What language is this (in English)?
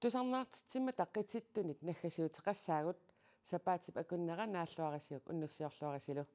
Kalaallisut